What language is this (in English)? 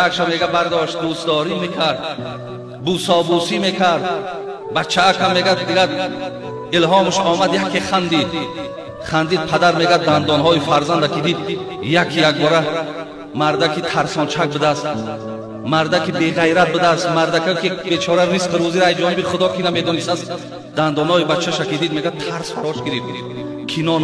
Tajik